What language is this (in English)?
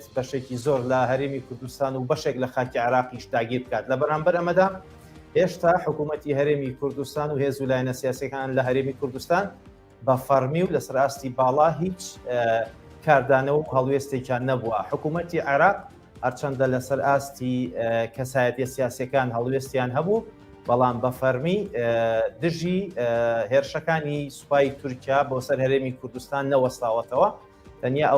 Central Kurdish